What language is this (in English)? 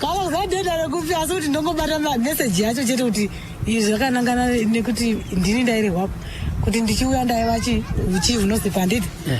Shona